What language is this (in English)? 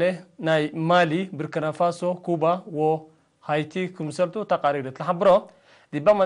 Tigre